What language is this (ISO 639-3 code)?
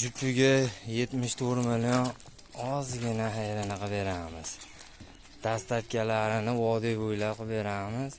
uzb